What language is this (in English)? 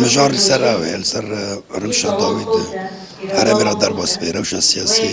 Kurdish